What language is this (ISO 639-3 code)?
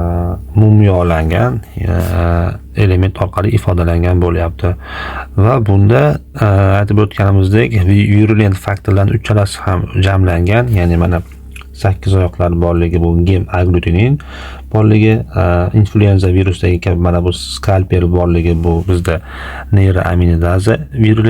uzb